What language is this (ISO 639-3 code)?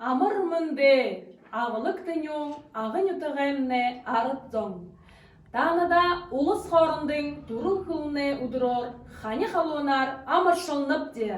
bua